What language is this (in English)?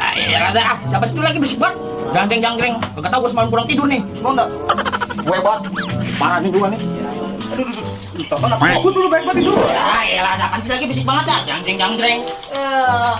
Betawi